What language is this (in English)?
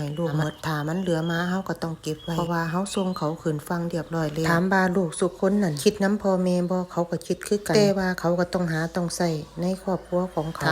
Northeastern Thai